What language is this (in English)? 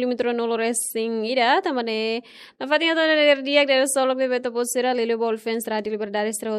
Tetum